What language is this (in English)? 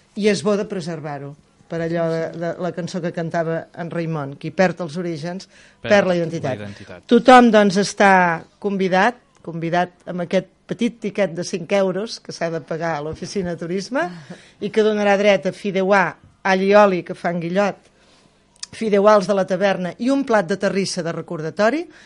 Catalan